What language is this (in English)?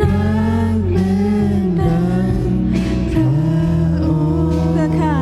Lahu